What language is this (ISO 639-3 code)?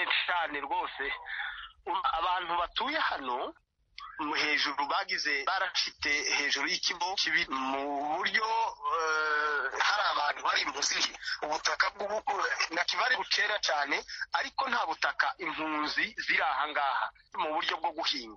kin